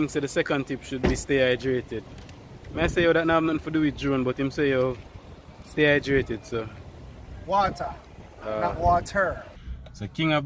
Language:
Jamaican Creole English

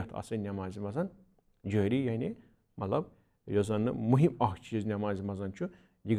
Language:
Kashmiri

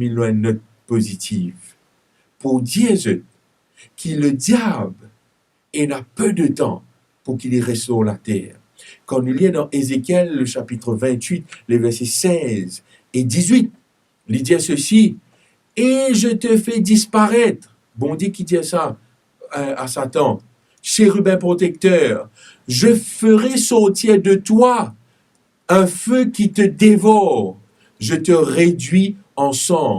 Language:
Morisyen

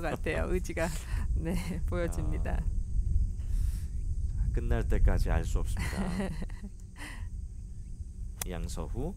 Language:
Korean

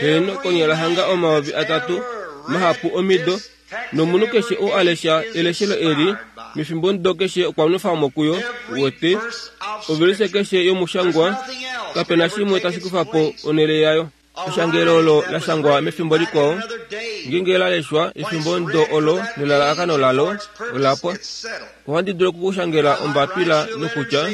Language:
Kuanyama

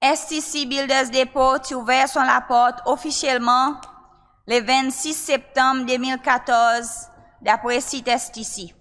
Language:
Seselwa Creole French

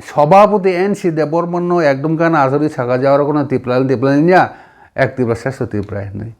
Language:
Kok Borok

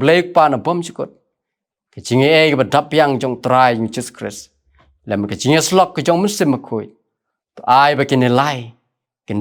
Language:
Khasi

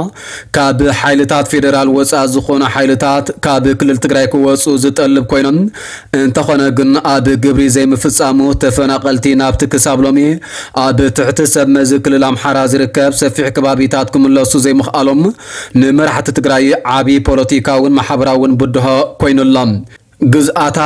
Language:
Tigrinya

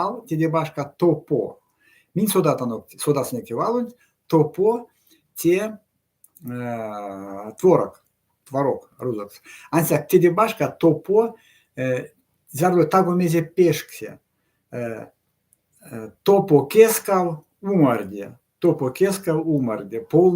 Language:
Erzya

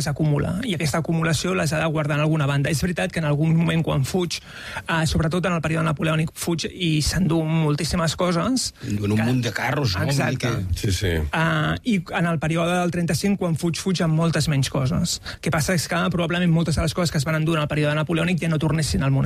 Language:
Catalan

